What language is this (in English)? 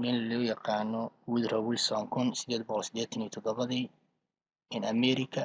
Somali